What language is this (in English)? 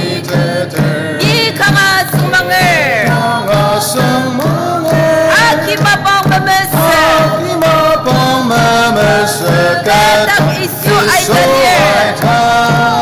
Ao Naga